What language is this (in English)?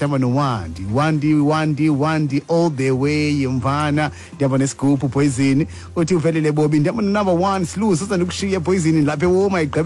Xhosa